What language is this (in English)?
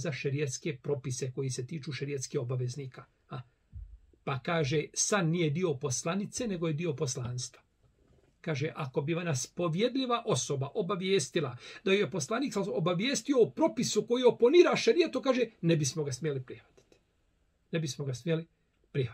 Bosnian